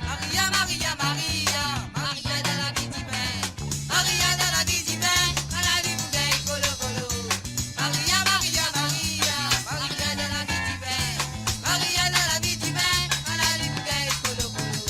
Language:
Morisyen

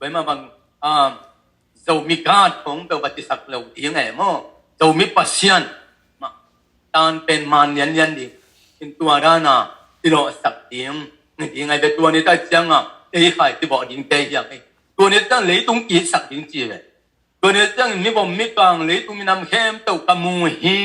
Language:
Tedim Chin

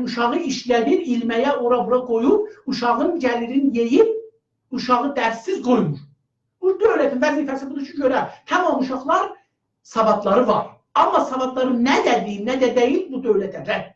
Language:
South Azerbaijani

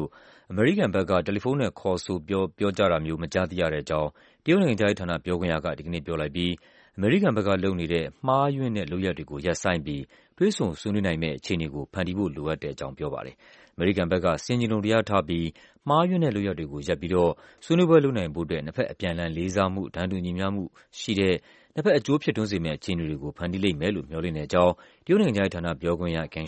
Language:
Burmese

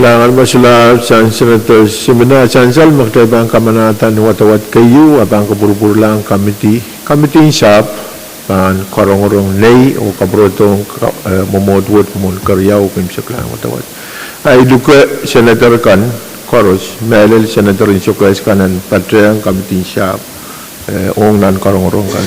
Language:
Pohnpeian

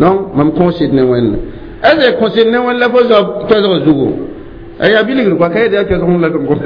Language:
Mossi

